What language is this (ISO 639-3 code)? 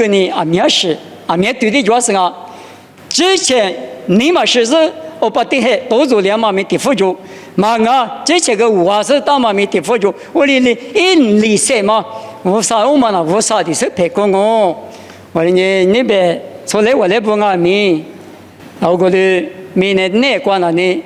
lis